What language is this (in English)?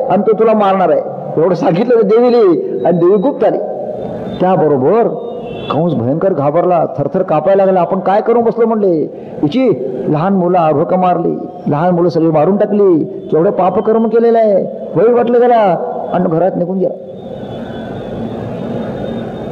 Marathi